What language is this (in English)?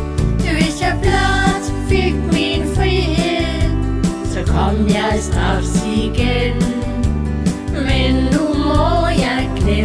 Danish